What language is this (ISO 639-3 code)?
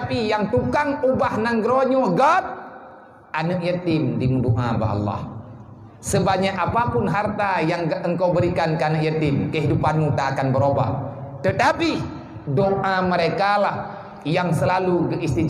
ace